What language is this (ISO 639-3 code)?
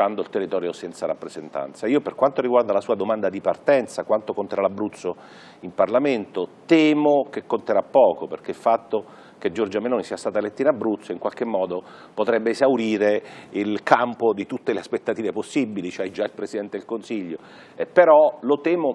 ita